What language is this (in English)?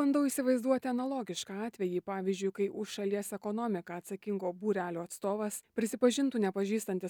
Lithuanian